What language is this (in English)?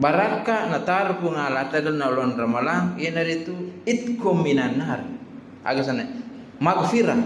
Buginese